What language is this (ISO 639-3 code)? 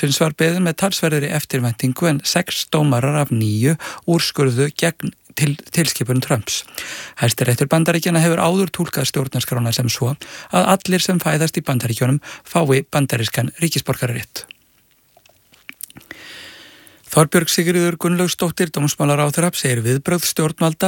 isl